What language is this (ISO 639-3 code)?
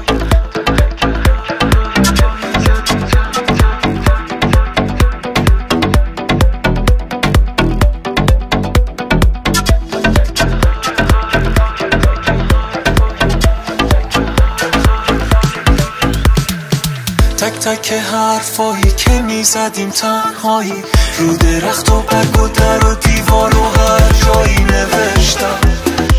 fas